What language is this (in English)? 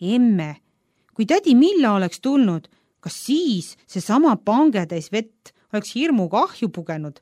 Estonian